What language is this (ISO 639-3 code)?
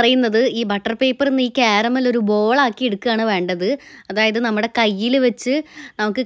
mal